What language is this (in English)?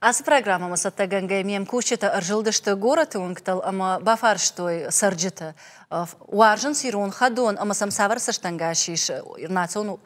Ossetic